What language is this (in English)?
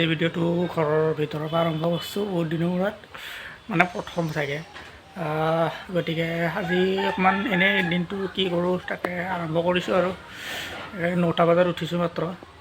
Assamese